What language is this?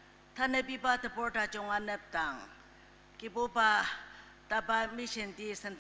Ao Naga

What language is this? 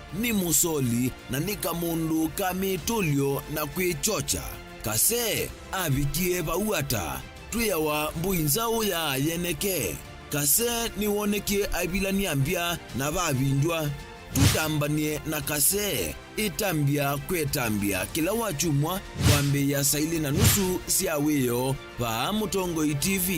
Kamba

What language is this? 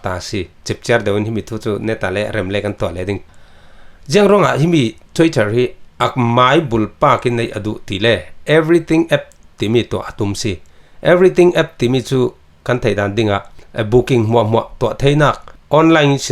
Falam Chin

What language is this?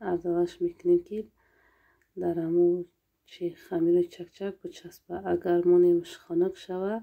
Tajik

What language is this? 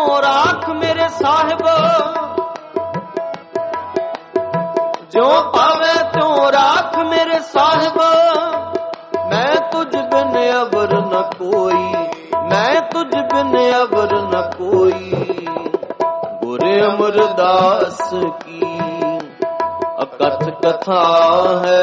Punjabi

